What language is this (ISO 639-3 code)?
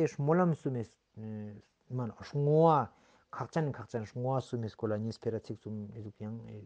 bod